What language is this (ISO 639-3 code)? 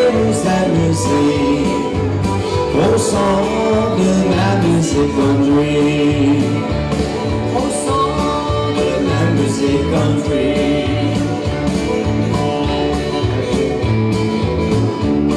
fra